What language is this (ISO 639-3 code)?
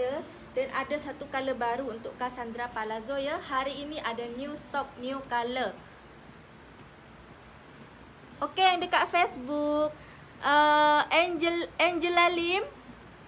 msa